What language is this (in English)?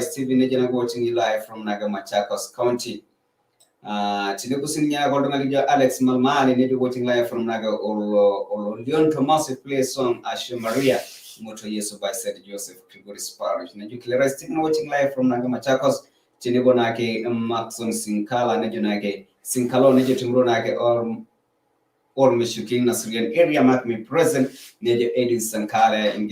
Masai